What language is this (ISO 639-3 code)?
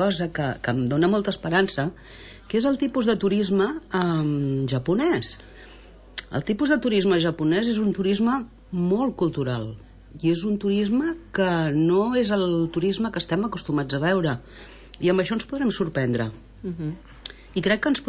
cat